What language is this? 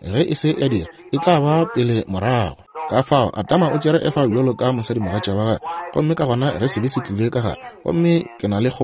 Northern Sotho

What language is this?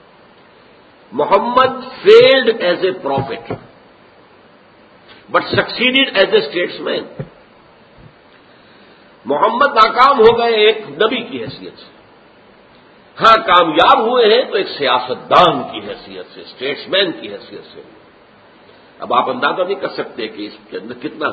Urdu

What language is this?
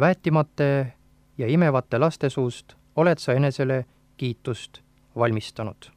Estonian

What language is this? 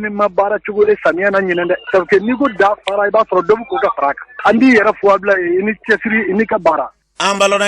Bambara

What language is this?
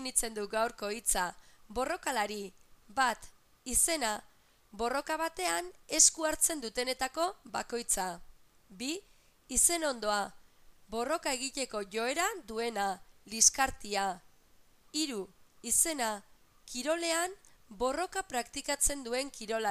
Basque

